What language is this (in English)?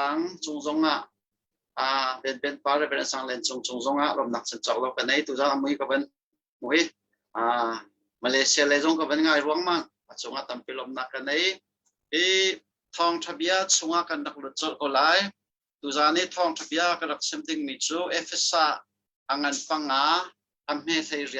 Hakha Chin